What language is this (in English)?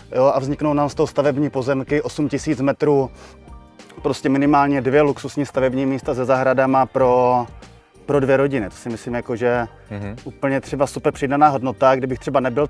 Czech